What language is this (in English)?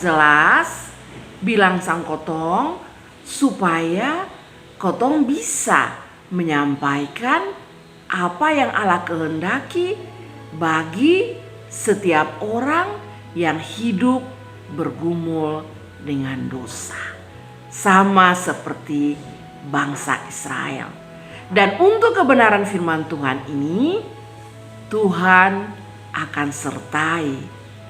Kupang Malay